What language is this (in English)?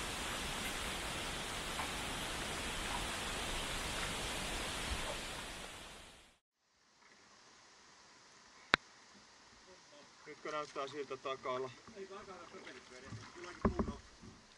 Finnish